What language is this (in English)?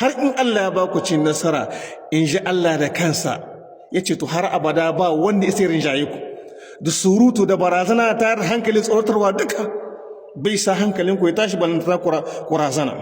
Hausa